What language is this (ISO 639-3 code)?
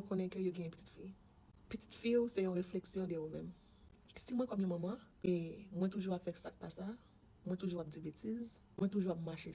hat